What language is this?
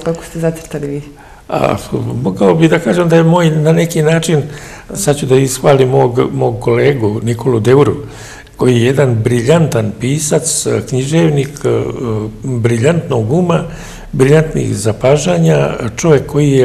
Serbian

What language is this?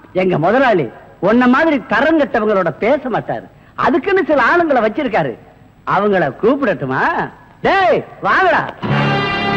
Tamil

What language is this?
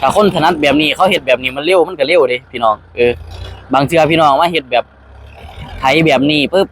Northeastern Thai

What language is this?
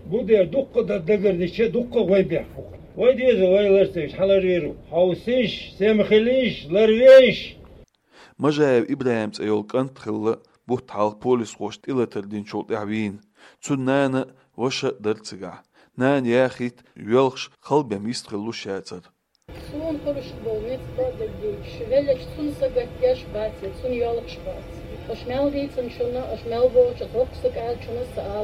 Chechen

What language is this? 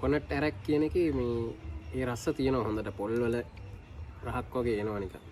Sinhala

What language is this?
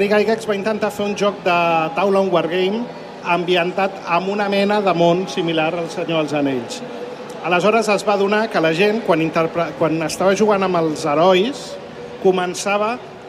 Catalan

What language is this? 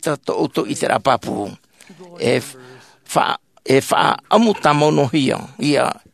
Tahitian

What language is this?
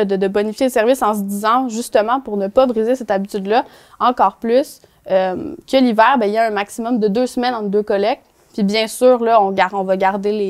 French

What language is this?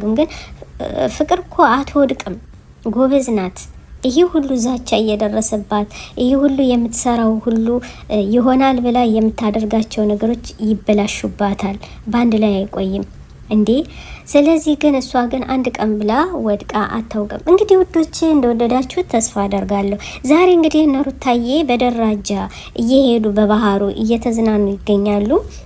Amharic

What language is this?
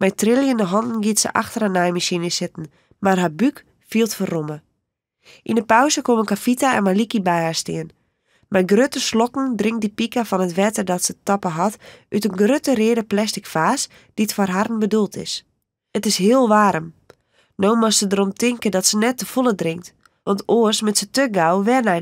Western Frisian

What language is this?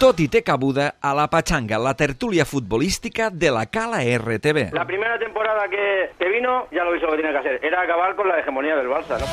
Catalan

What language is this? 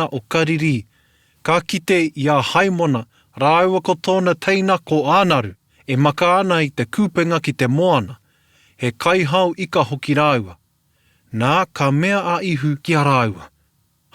Māori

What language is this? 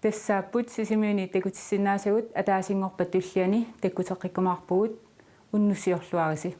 Kalaallisut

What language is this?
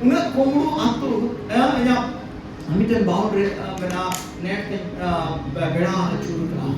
Santali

